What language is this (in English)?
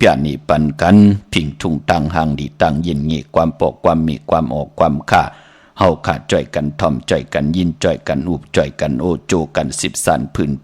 Shan